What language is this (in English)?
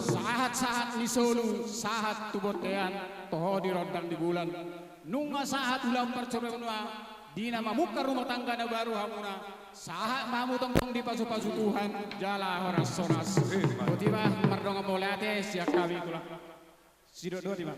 Batak Toba